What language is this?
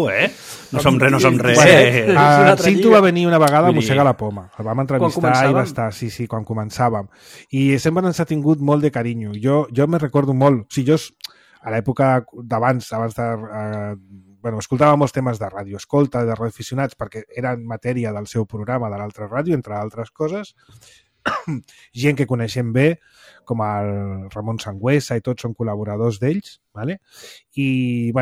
Catalan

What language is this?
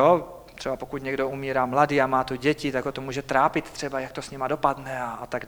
Czech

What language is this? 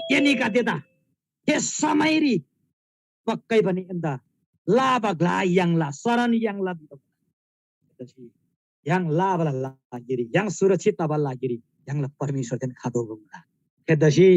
Eastern Tamang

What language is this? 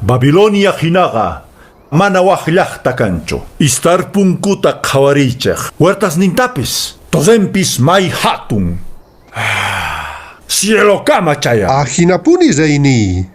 Quechua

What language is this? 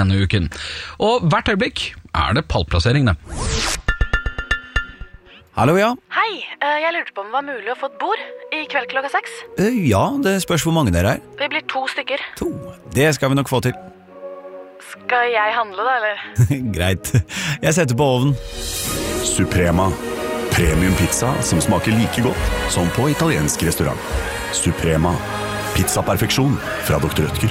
Norwegian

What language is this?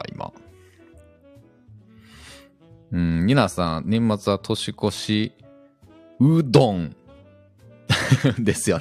Japanese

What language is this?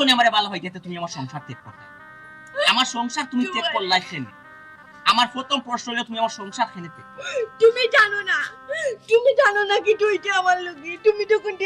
Sylheti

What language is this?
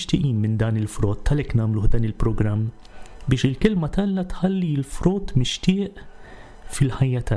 Maltese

